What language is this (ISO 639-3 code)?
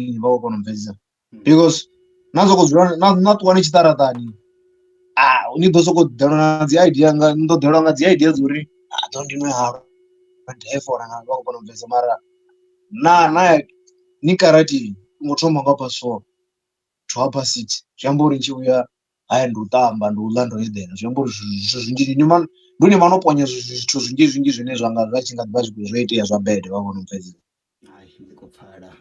ven